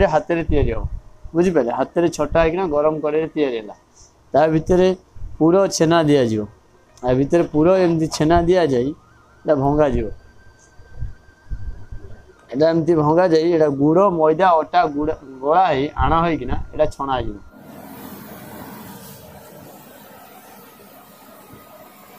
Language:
Odia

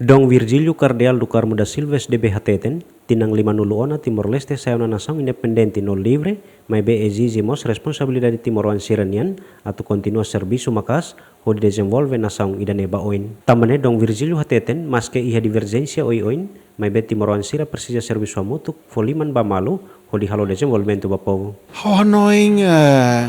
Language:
Tetum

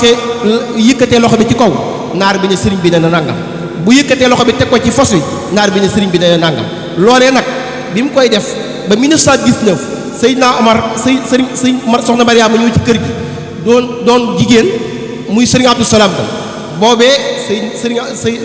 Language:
Wolof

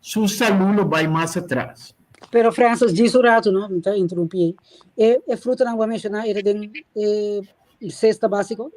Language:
Papiamento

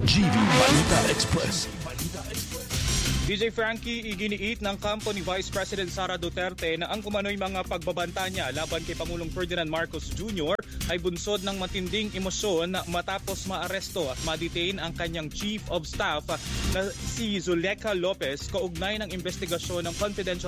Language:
Filipino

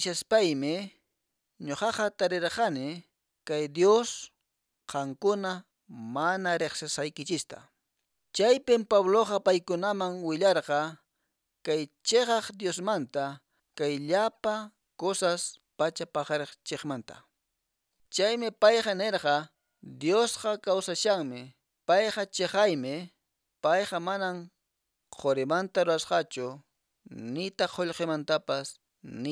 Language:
Quechua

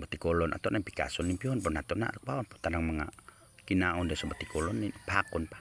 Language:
Cebuano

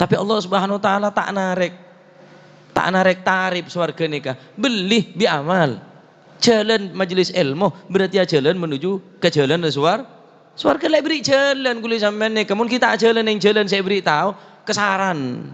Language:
Madurese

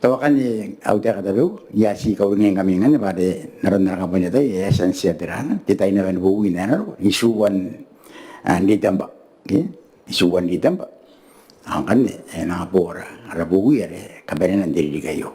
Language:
Gilbertese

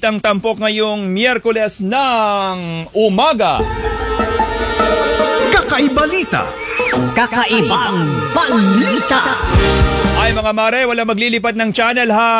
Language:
Filipino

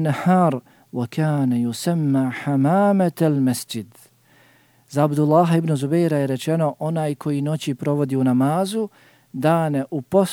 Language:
Bosnian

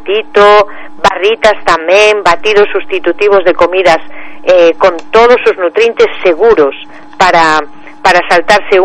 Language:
Galician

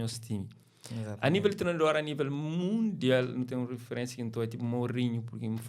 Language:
Kabuverdianu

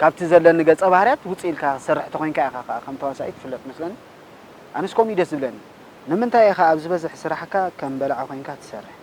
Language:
Tigrinya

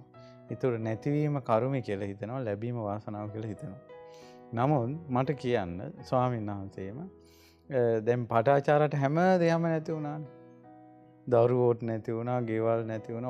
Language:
Sinhala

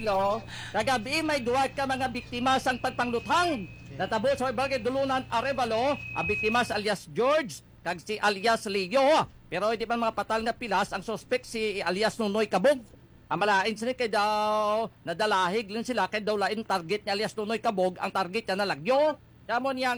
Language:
Hiligaynon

